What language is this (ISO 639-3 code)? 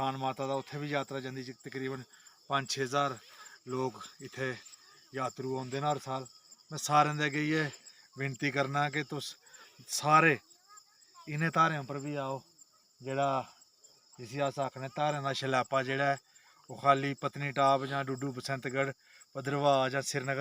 doi